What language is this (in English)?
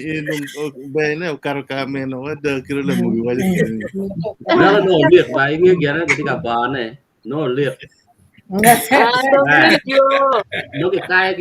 Acoli